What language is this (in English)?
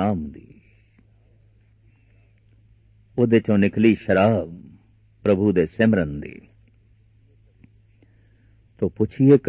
Punjabi